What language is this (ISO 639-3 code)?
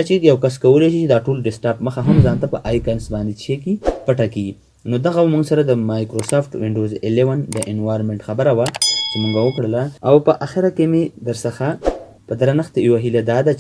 pus